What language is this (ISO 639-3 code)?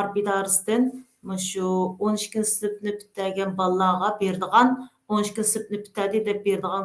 uig